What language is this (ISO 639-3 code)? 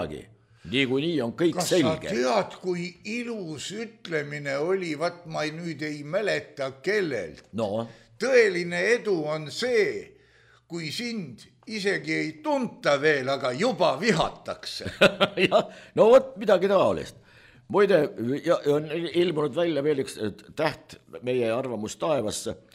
est